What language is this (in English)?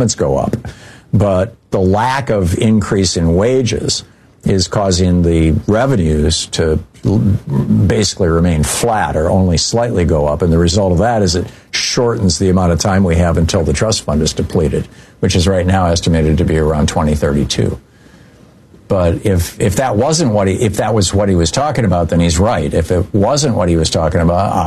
English